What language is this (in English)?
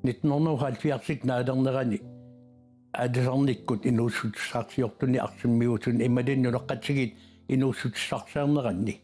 Kalaallisut